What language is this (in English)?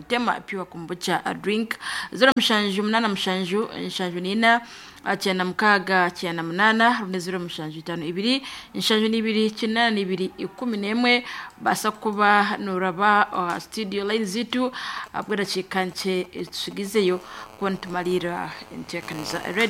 Nyankole